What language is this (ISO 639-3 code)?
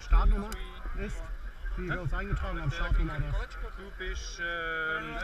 gsw